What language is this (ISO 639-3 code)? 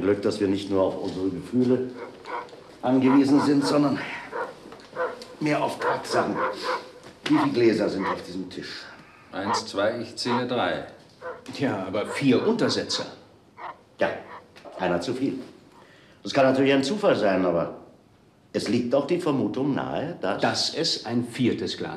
deu